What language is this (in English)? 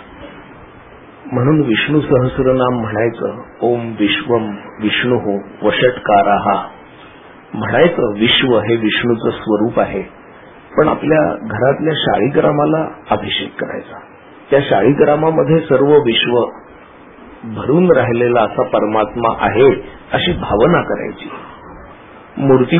Marathi